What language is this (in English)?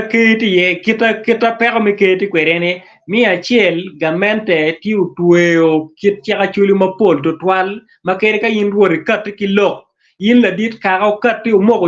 Acoli